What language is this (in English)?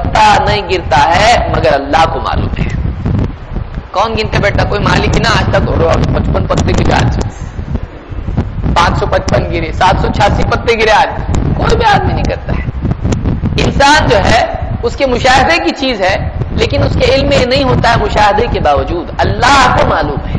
Urdu